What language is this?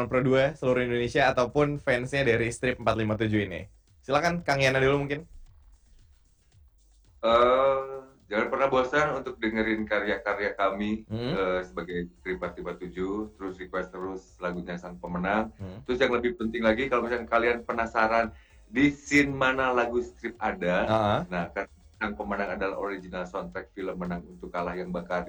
Indonesian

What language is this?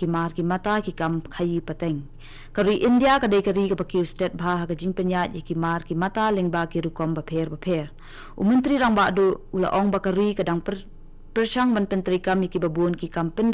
Khasi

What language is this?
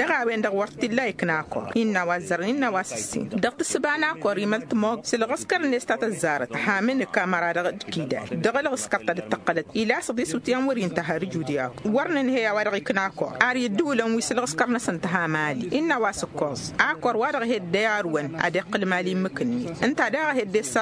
Tamasheq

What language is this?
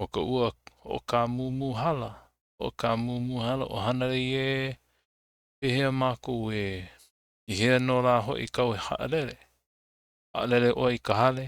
Hawaiian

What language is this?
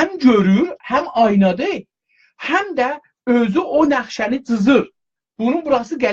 South Azerbaijani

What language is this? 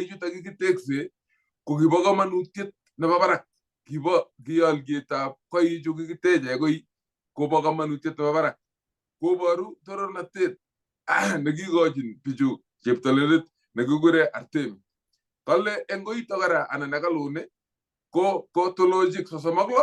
Kalenjin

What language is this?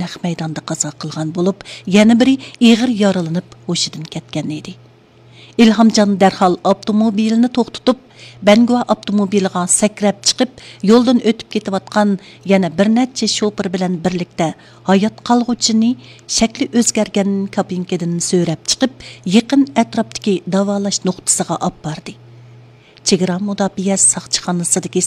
Uyghur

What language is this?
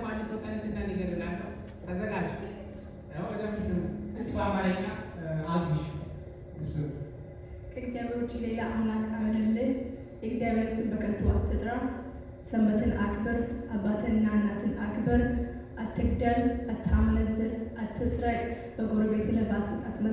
Amharic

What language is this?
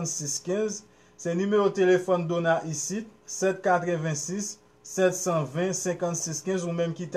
Haitian Creole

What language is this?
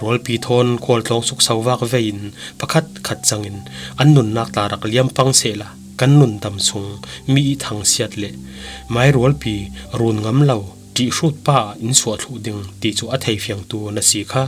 Falam Chin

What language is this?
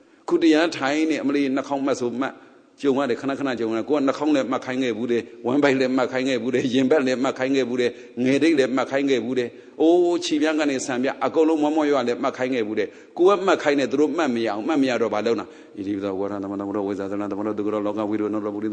Burmese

